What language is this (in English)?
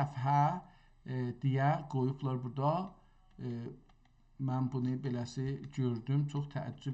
South Azerbaijani